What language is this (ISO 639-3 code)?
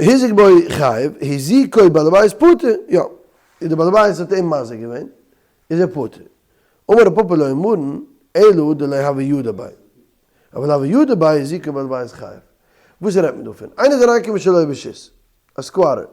yid